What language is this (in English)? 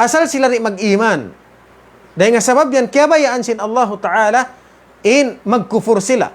Tausug